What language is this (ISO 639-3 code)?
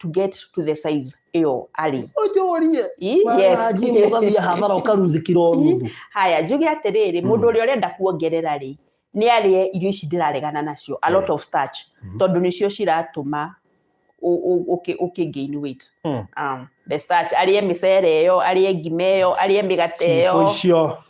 kik